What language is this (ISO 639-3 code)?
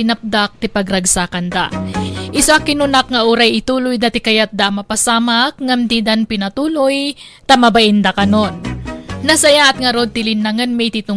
ilo